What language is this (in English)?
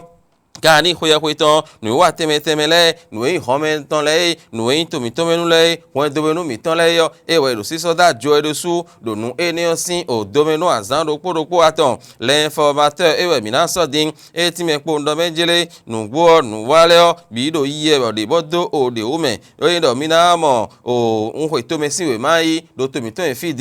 Fon